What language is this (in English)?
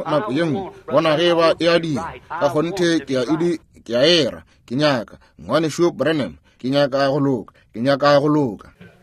Northern Sotho